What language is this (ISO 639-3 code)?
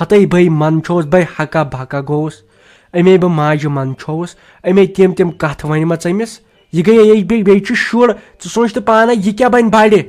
kas